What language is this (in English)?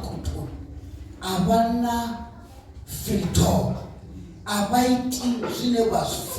Venda